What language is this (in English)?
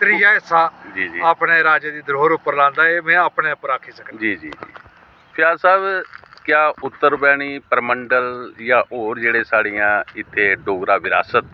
Dogri